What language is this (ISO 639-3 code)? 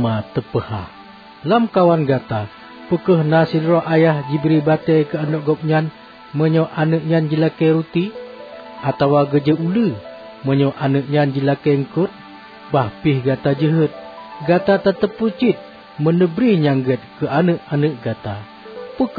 ace